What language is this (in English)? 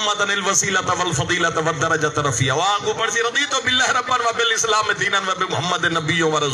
Saraiki